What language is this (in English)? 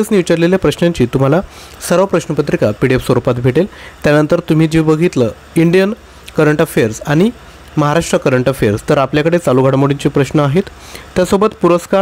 Marathi